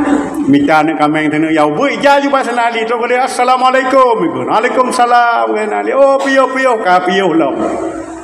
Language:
Achinese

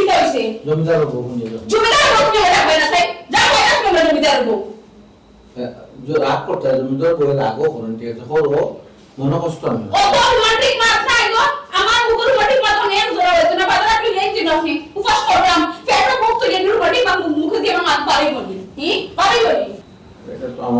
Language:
Sylheti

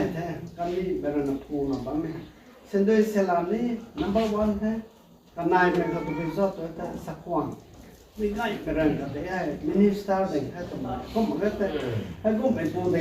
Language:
Rongmei Naga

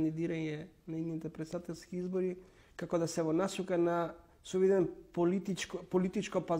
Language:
Macedonian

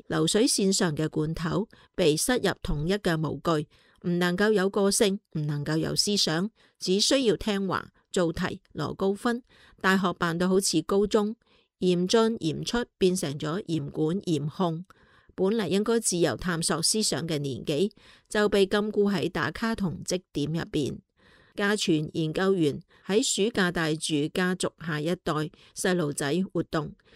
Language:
Cantonese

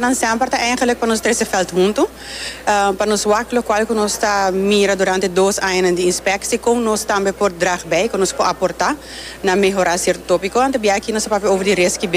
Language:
Papiamento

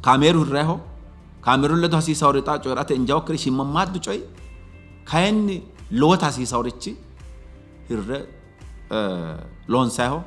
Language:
Sidamo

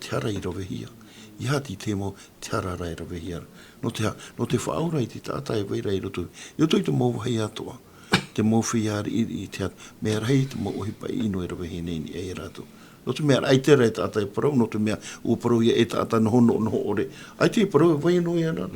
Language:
Tahitian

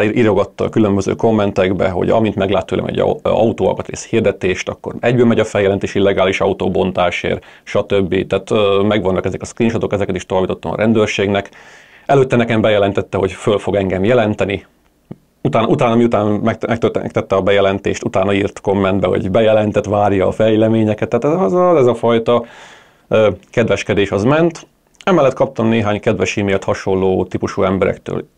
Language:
Hungarian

